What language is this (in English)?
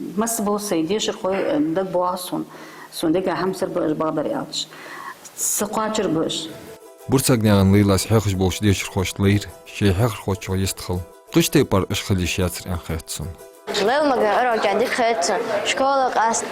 Ingush